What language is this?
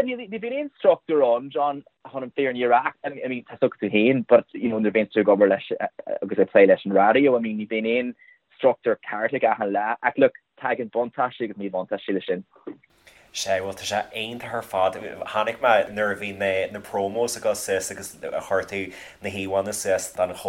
Irish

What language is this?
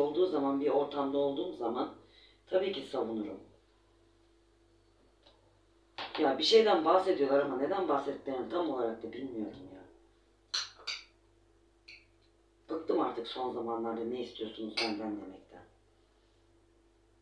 Turkish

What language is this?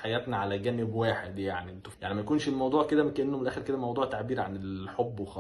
Egyptian Arabic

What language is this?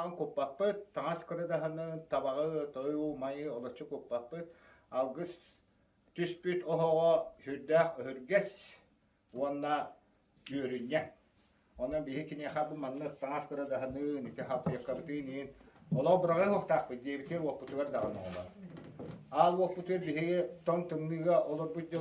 Yakut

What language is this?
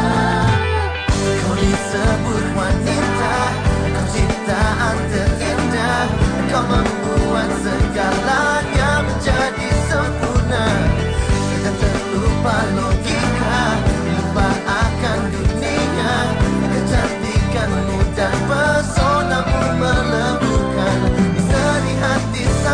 Indonesian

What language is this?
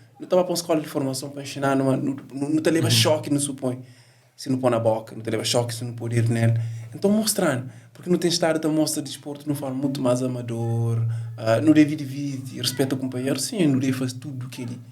Kabuverdianu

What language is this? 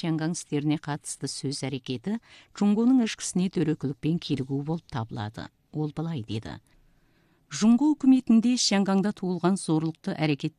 Kazakh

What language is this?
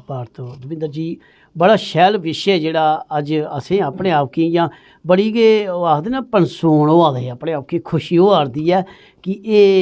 Dogri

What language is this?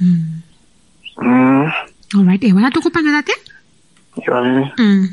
Kuanyama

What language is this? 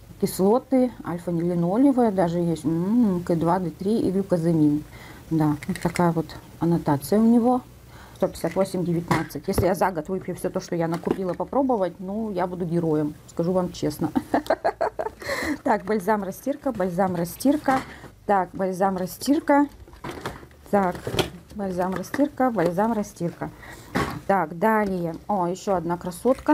Russian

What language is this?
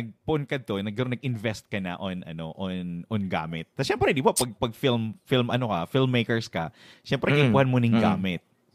Bikol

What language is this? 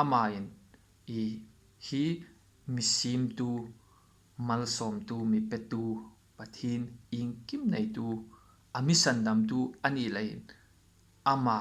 Hmar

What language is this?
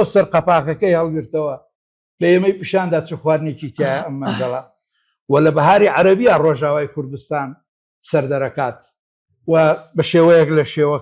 Central Kurdish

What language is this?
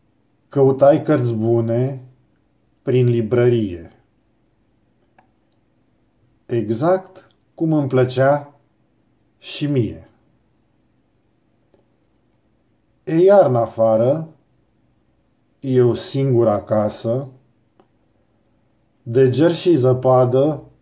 Romanian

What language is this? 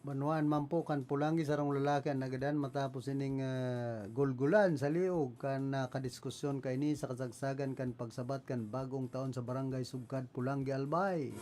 Bikol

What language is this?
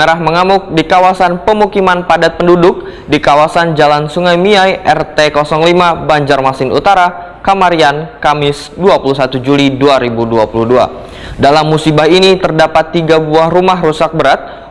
Banjar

